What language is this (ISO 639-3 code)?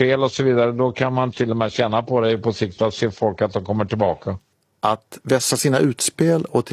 swe